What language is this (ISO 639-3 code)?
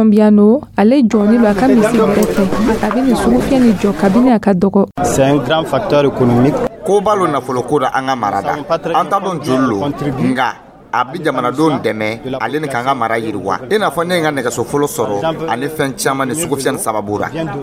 dyu